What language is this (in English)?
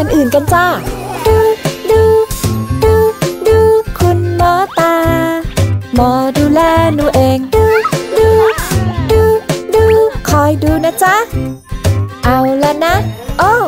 Thai